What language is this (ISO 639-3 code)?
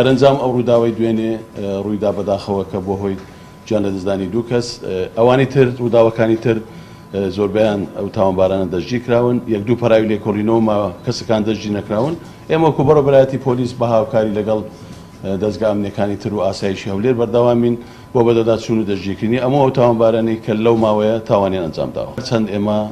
ckb